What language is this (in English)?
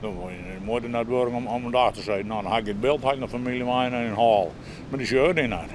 Western Frisian